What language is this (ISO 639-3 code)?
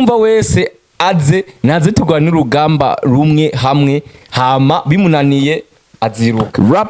run